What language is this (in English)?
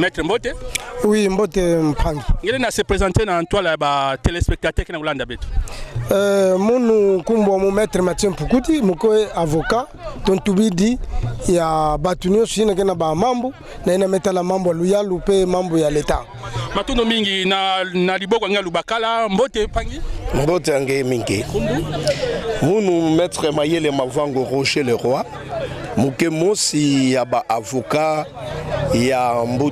Kituba (Democratic Republic of Congo)